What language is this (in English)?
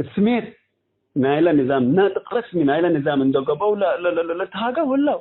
Tigre